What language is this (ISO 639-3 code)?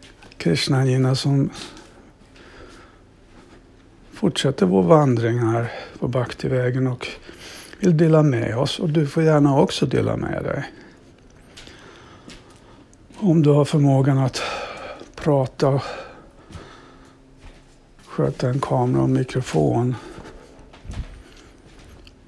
swe